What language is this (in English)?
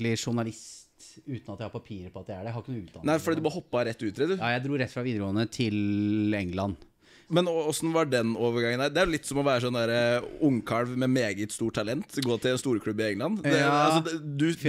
Norwegian